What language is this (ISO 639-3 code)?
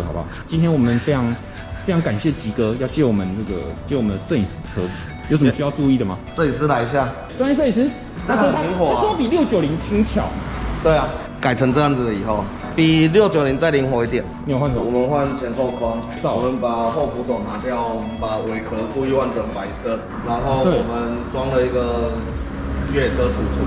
zho